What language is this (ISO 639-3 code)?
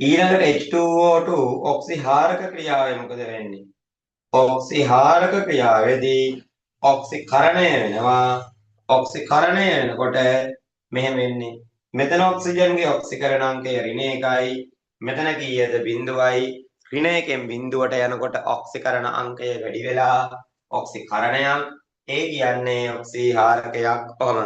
sin